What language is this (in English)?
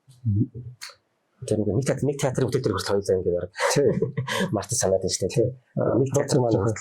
Mongolian